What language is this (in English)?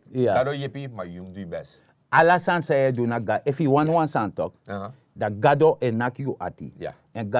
Sranan Tongo